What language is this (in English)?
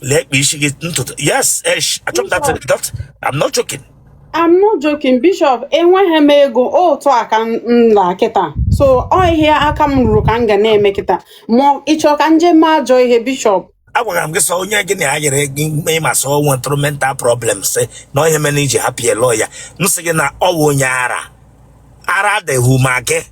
Igbo